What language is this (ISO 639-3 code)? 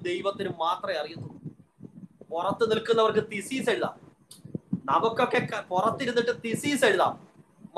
mal